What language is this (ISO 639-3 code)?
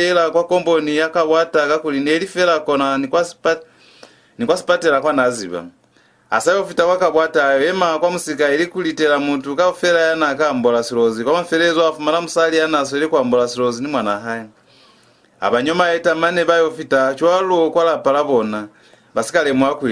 loz